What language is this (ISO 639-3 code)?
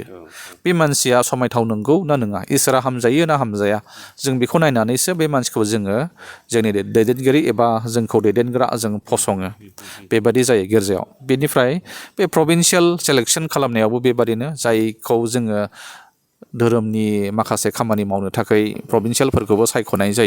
brx